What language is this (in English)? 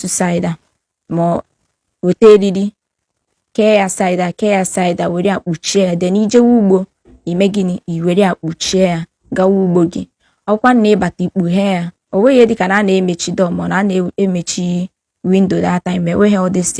Igbo